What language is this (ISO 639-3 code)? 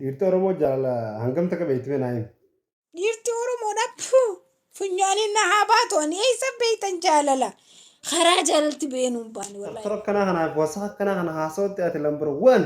orm